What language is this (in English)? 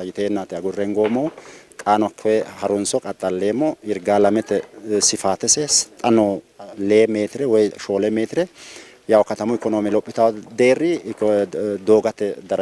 Sidamo